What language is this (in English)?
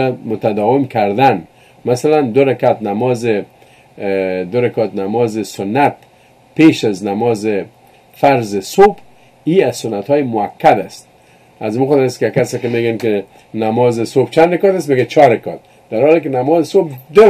Persian